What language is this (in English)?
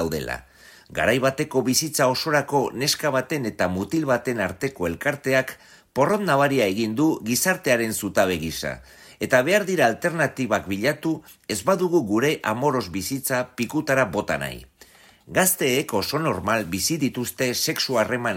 Basque